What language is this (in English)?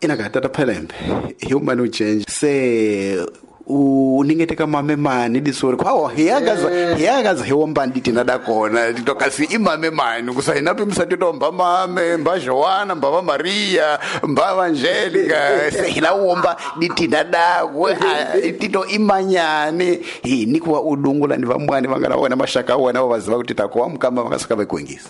Tsonga